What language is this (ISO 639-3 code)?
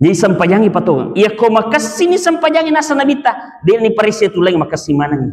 bug